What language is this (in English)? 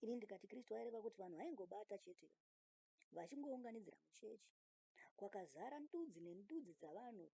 Shona